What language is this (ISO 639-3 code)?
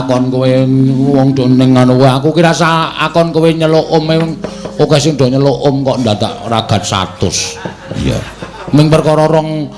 jav